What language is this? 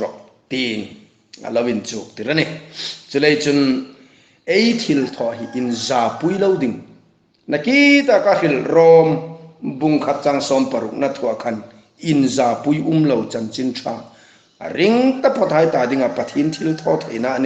Hmar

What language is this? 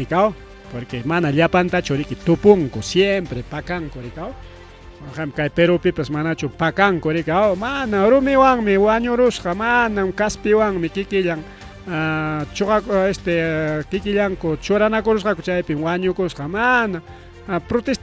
Ayacucho Quechua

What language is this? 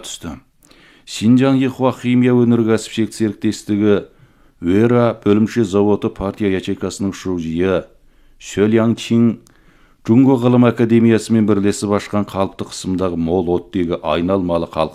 Kazakh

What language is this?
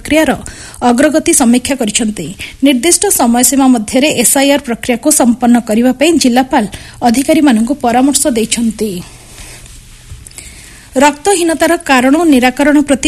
Odia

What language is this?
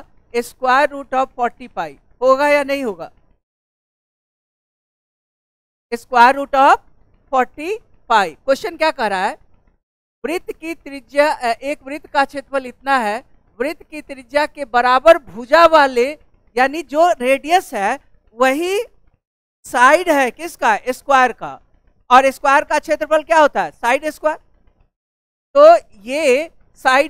Hindi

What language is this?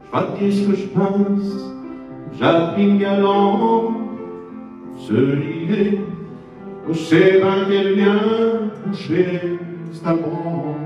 Picard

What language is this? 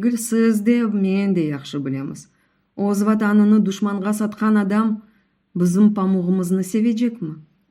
Crimean Tatar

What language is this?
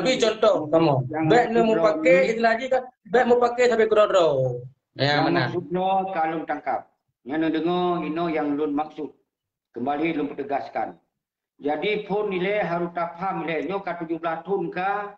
Achinese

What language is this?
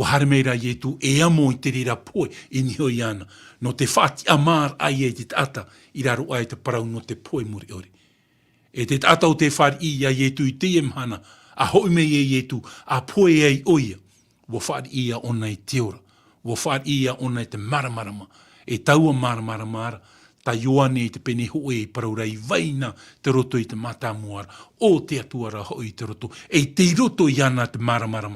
Tahitian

